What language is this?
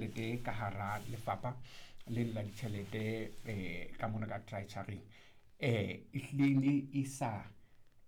Southern Sotho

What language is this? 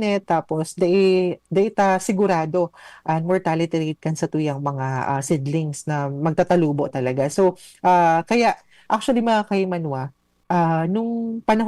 Bikol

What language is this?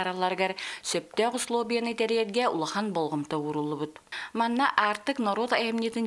Yakut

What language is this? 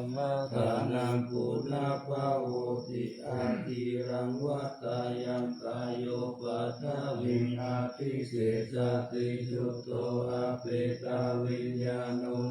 Pali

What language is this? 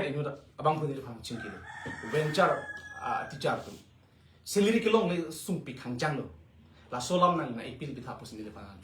Karbi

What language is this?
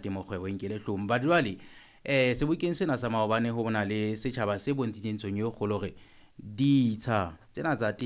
Southern Sotho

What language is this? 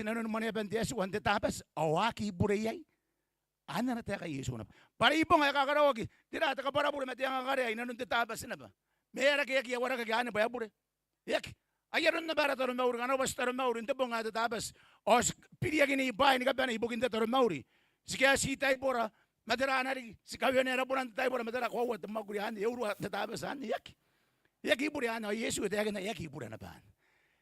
Gilbertese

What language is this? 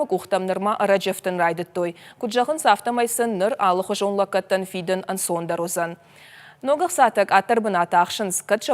Ossetic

